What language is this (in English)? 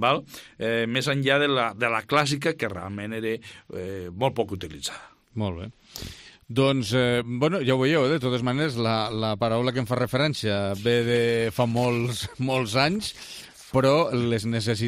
Catalan